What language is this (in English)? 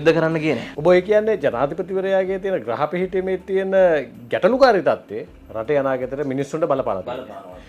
Sinhala